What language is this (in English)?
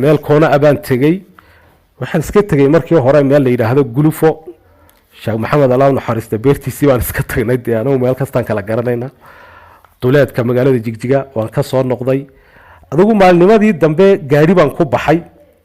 Somali